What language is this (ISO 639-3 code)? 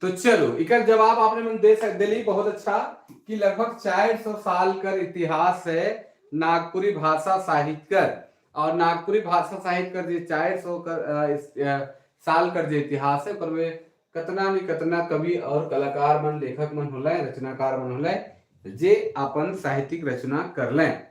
sck